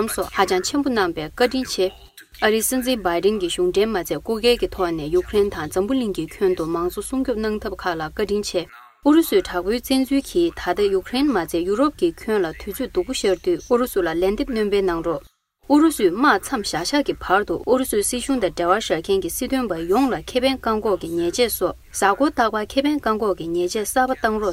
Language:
Tibetan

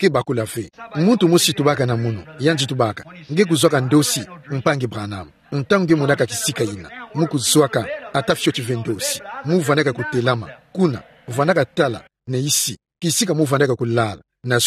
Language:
Kituba (Democratic Republic of Congo)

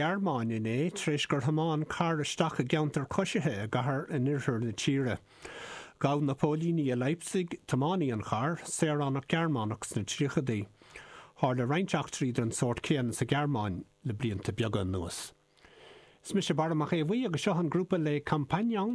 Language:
Irish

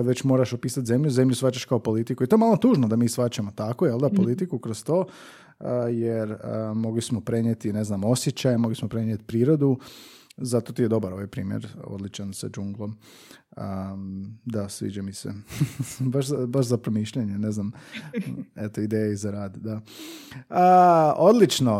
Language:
Croatian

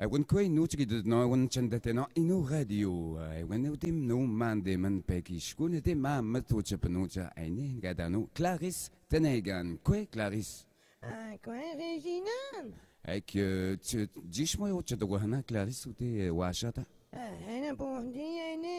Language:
Breton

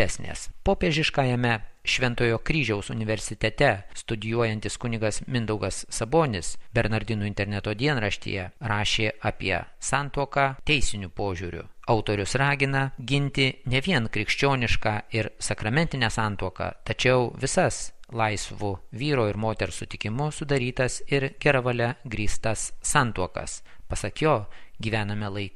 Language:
Lithuanian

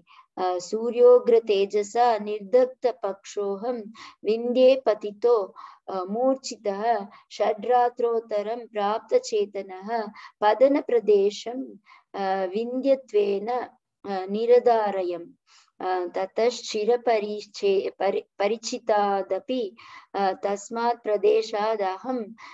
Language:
Sanskrit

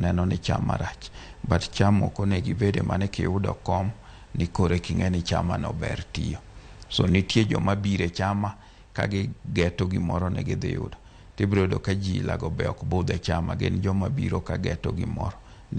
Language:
Luo (Kenya and Tanzania)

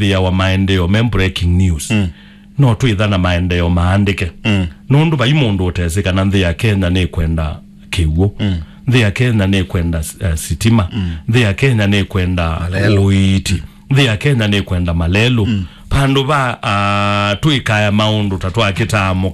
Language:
Kamba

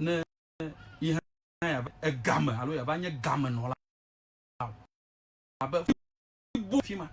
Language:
Ewe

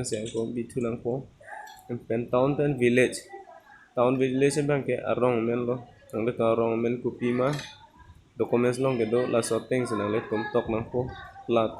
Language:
Karbi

